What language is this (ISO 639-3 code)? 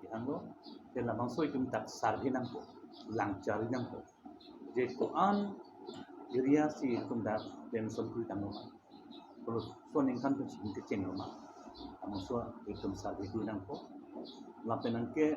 mjw